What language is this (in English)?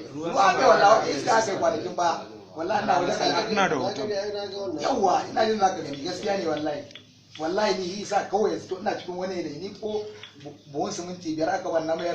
Hausa